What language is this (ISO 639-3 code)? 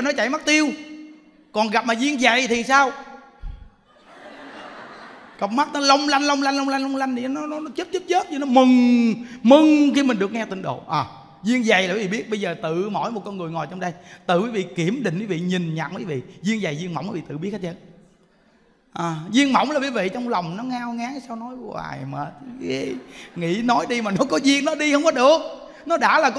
vie